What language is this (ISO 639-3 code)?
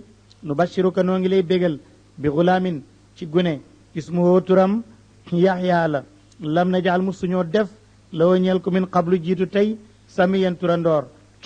wol